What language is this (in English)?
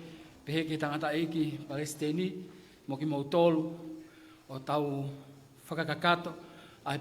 Tongan